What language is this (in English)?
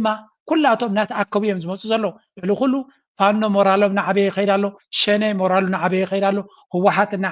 Tigrinya